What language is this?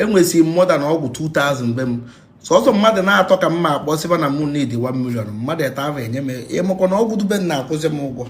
Igbo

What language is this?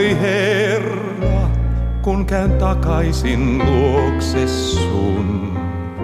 Finnish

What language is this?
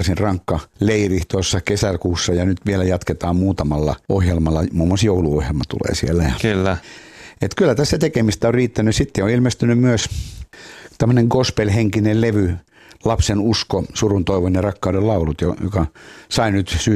Finnish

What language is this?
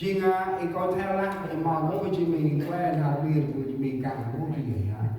Central Mnong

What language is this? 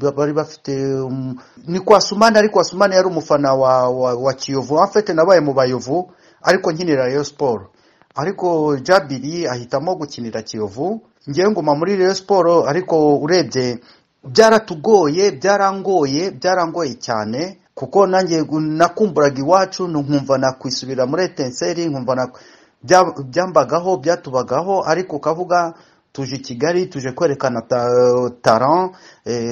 Kinyarwanda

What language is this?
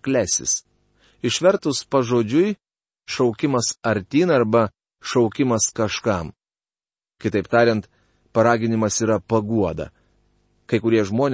Lithuanian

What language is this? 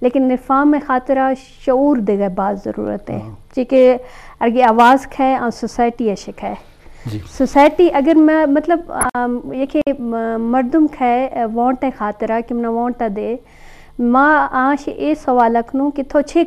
Eastern Balochi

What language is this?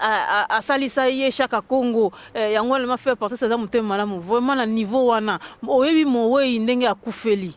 Lingala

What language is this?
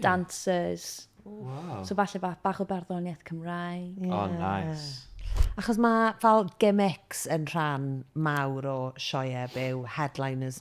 Welsh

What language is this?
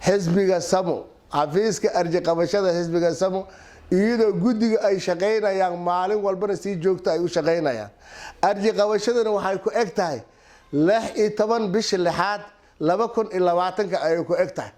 Somali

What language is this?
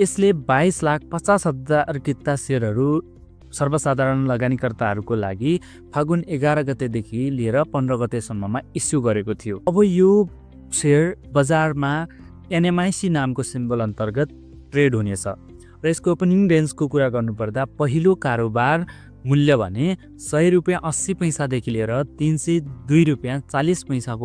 Nepali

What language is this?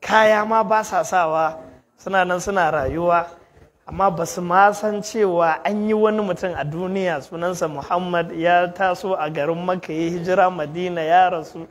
Hausa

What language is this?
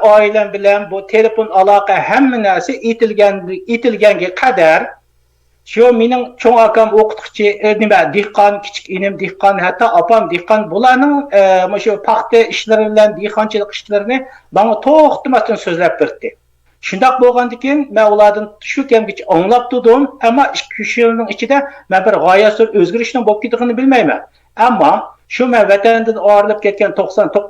Uyghur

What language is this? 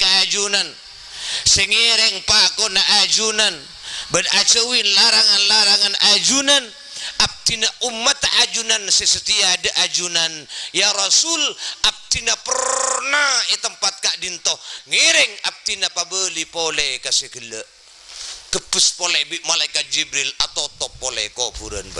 Madurese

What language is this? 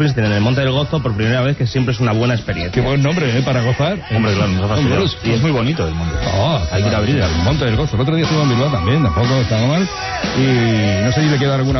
Spanish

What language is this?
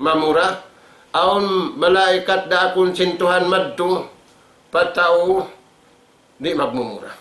Tausug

